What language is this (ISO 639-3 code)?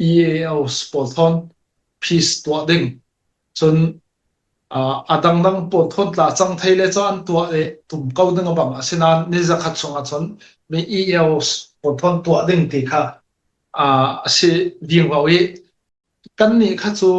cfm